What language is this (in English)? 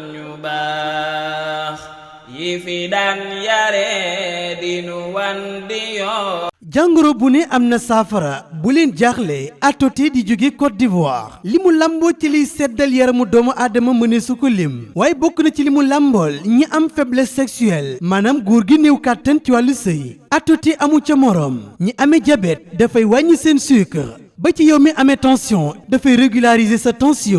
Wolof